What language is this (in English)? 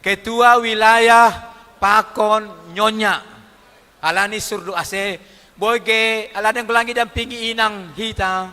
Batak Simalungun